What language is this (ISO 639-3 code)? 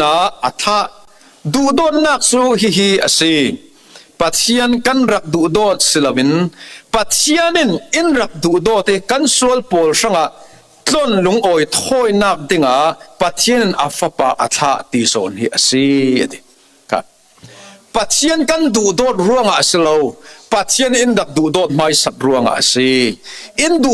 cfm